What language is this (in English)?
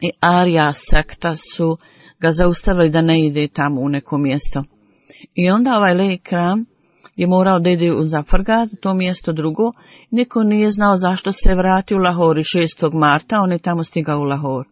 Bosnian